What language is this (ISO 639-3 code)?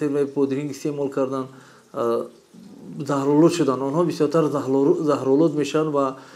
tgk